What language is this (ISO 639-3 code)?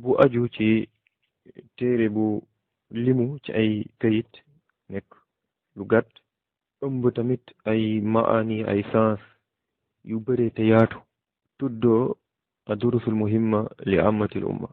wol